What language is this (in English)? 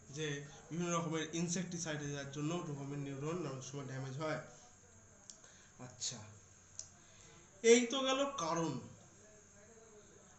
Bangla